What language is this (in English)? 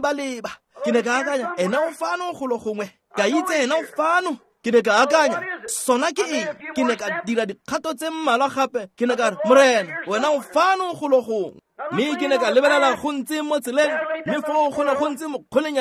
Tswana